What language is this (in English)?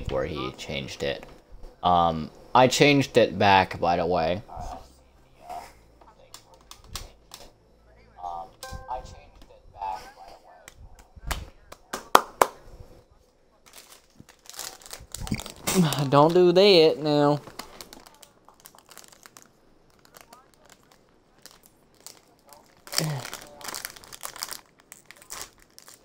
English